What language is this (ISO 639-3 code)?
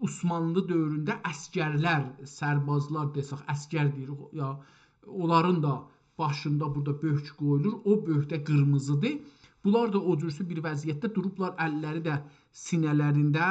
azb